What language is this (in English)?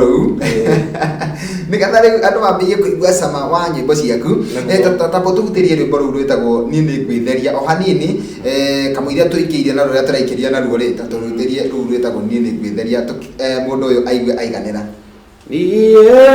Kikuyu